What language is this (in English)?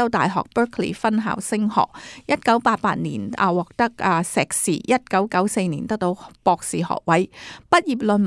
Cantonese